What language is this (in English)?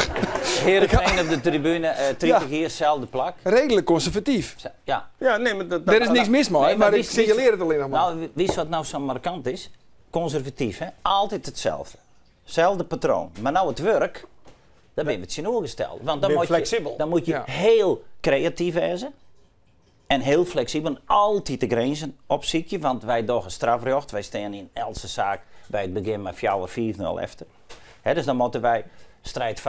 Western Frisian